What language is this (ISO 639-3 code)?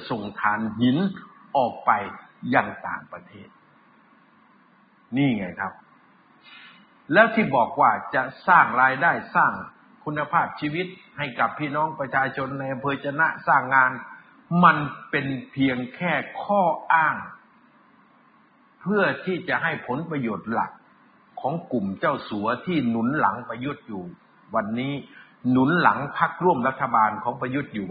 tha